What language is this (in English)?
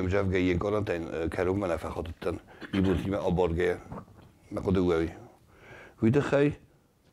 Ossetic